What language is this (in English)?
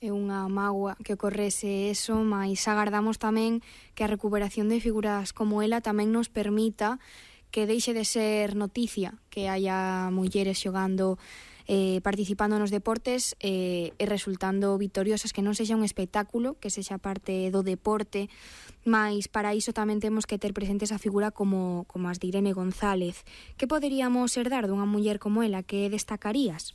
Galician